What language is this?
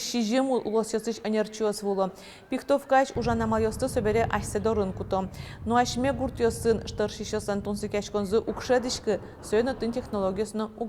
Udmurt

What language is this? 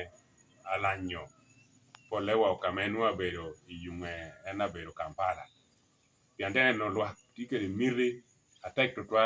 Lango (Uganda)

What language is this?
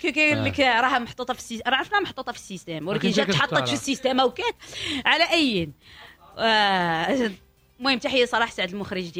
Moroccan Arabic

